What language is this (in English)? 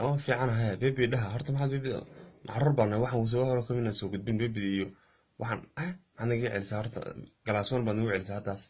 Somali